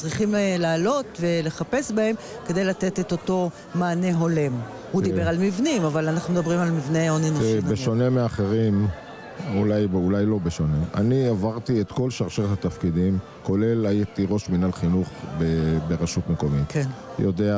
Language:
Hebrew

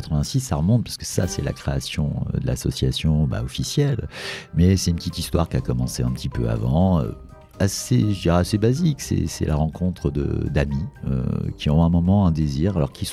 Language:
French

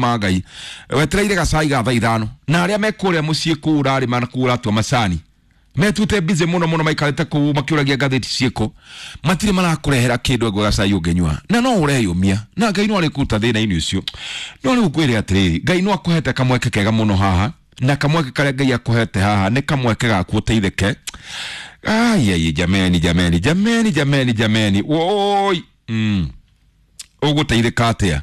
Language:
Kikuyu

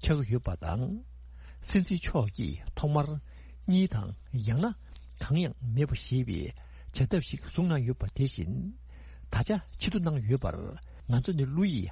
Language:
Tibetan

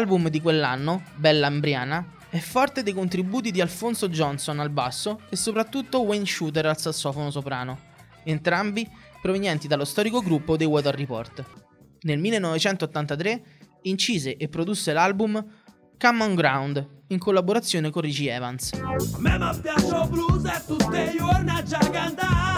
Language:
Italian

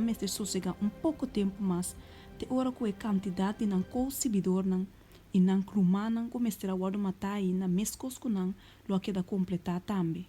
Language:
Papiamento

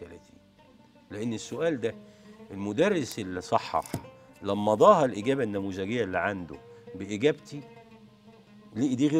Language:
Egyptian Arabic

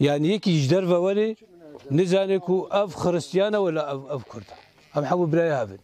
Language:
Kurdish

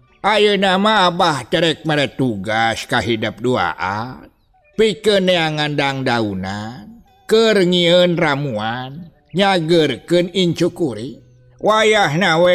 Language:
Sundanese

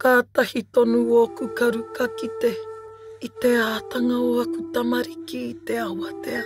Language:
Māori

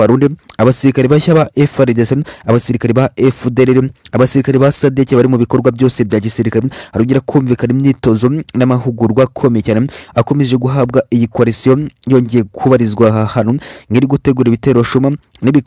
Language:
Kinyarwanda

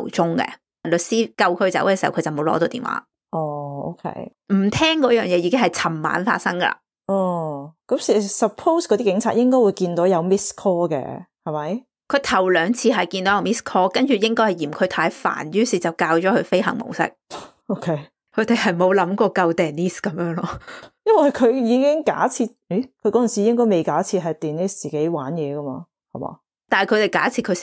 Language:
Cantonese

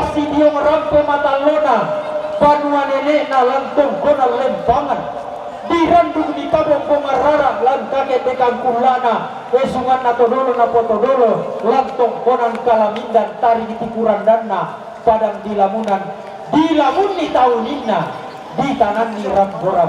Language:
Toraja-Sa'dan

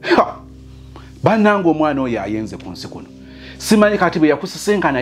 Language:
Ganda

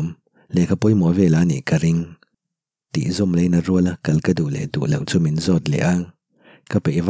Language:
Mizo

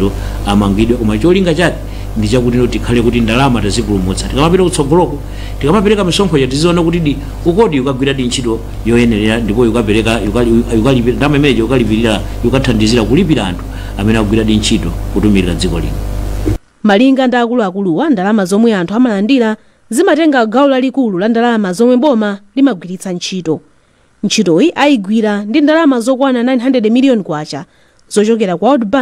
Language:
Nyanja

